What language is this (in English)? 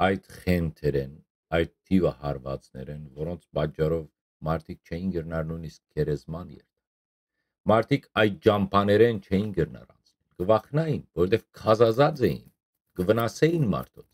Western Armenian